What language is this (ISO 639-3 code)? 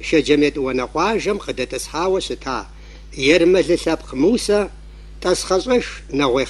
kbd